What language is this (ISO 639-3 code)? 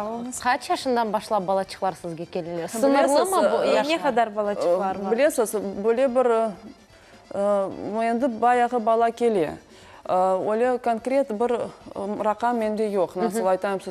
crh